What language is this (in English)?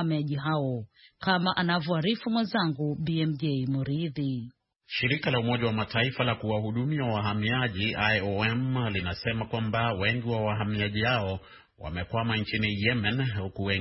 Swahili